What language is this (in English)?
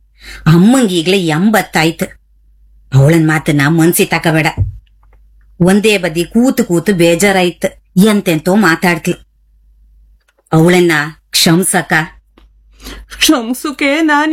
Kannada